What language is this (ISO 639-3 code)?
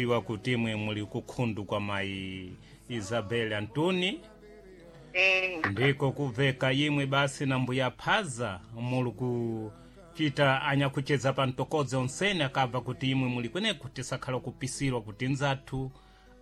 seh